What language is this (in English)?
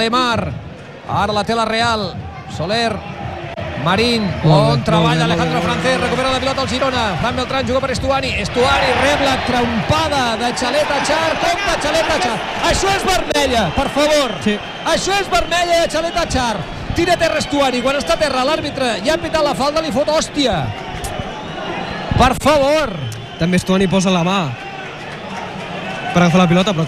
Catalan